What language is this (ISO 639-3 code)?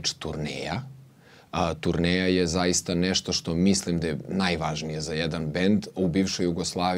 srp